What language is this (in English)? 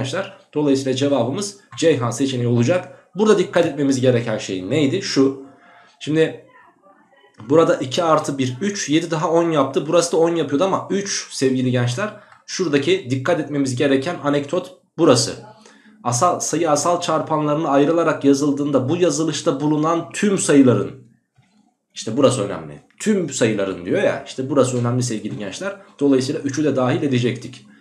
Turkish